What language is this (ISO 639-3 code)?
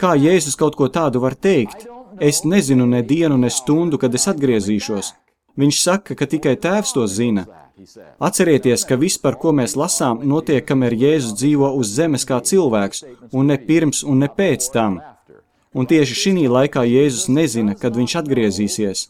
lav